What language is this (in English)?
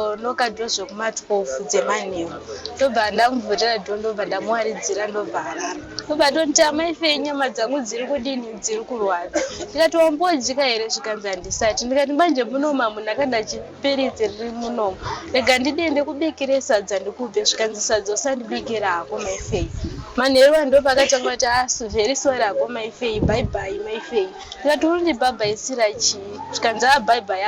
Shona